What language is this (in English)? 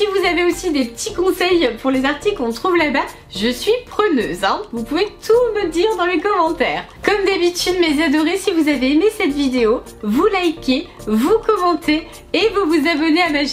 French